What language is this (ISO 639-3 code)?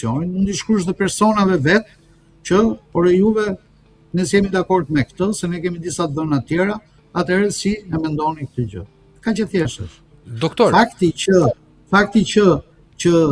sqi